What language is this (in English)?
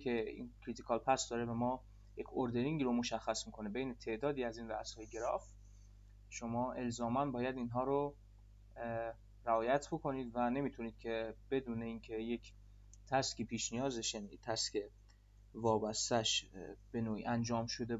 Persian